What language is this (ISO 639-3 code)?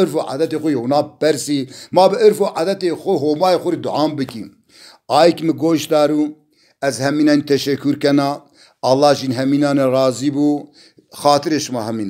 zza